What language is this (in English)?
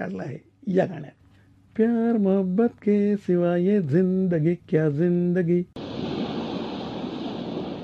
Marathi